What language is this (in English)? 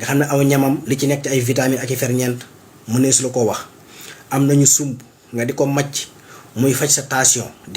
Wolof